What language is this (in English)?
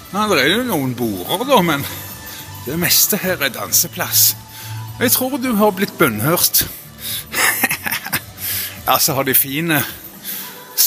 Norwegian